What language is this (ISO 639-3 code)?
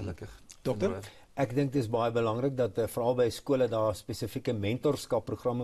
afr